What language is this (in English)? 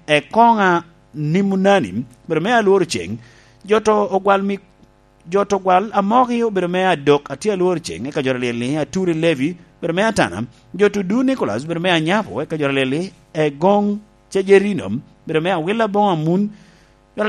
Lango (Uganda)